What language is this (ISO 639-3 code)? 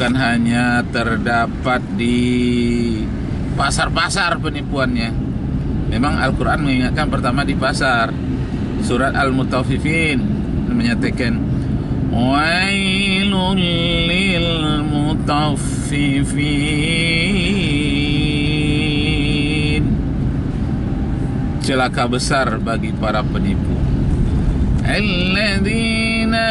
ind